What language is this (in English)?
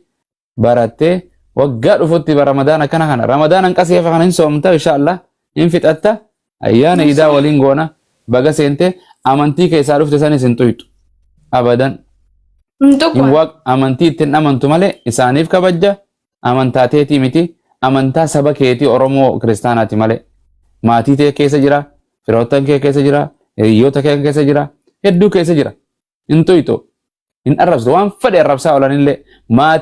Oromo